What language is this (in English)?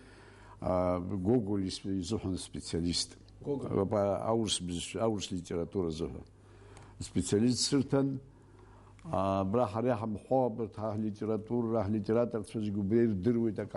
Abkhazian